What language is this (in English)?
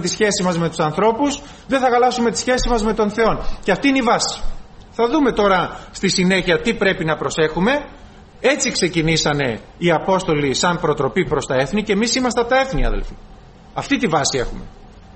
Greek